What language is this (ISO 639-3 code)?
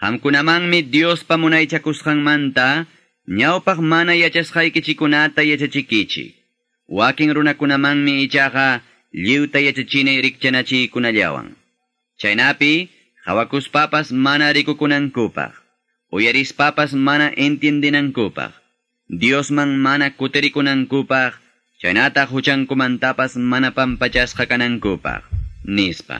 que